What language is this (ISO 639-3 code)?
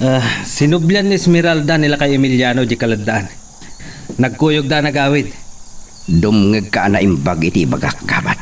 ilo